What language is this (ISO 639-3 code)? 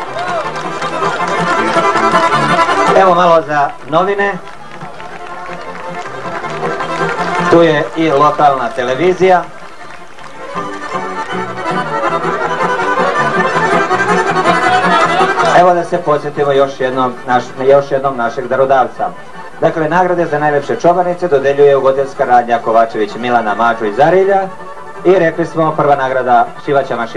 srp